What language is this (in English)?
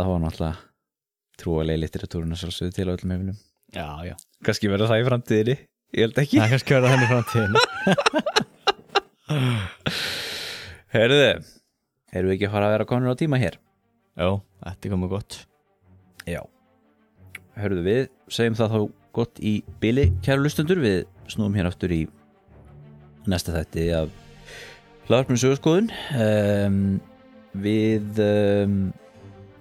Icelandic